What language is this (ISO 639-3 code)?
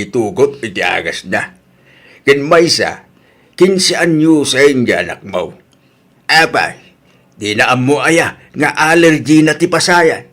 ilo